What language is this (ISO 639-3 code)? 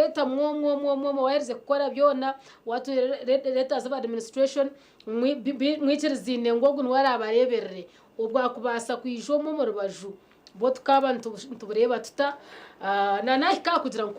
nyn